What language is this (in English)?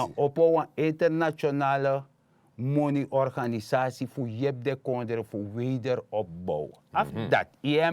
Sranan Tongo